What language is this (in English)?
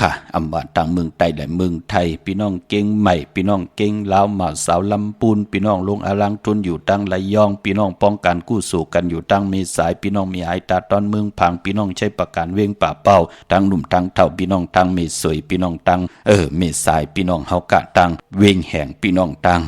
Shan